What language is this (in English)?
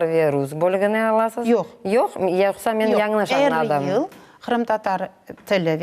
Crimean Tatar